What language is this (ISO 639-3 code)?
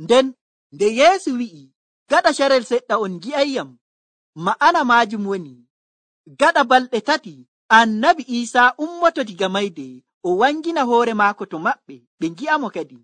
fuv